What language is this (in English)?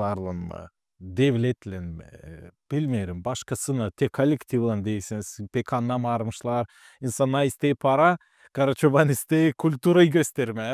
Gagauz